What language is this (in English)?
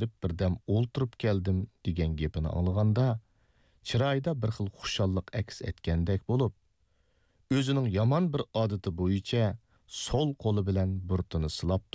Uyghur